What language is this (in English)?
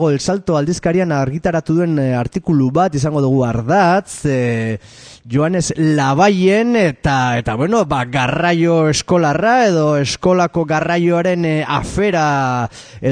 Basque